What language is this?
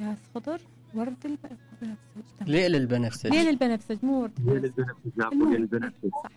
Mesopotamian Arabic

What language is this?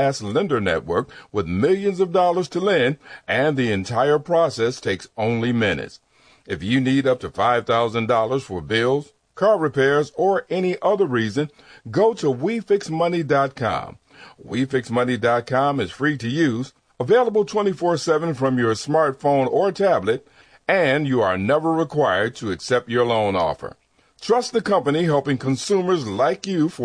English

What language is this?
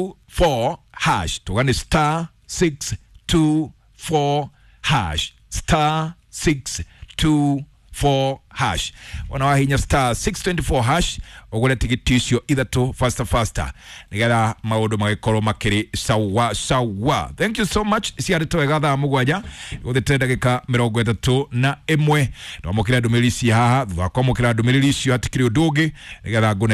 Kikuyu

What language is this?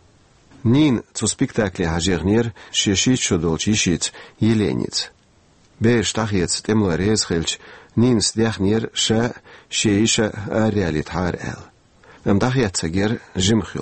Chechen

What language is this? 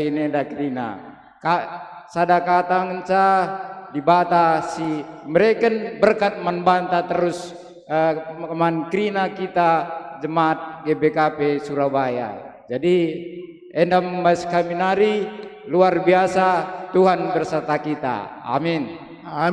Batak Karo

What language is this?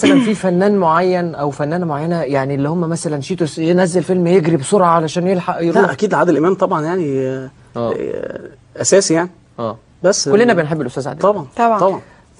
Egyptian Arabic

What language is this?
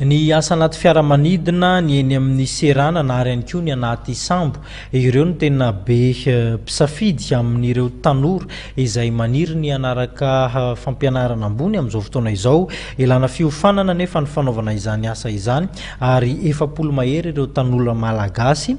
Malagasy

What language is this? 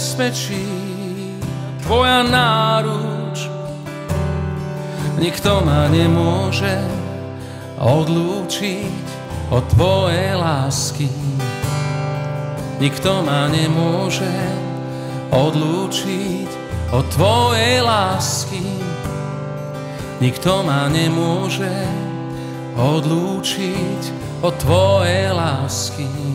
Slovak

